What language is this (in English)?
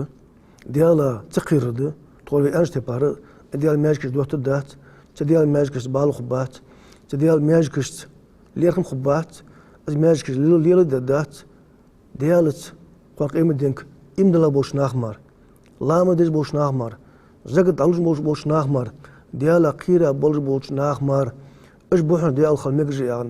Ingush